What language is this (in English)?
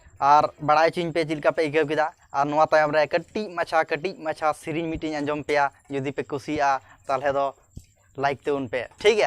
Santali